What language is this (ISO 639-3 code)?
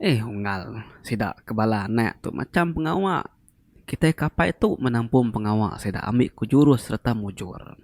iba